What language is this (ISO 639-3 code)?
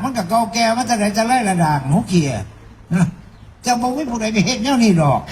tts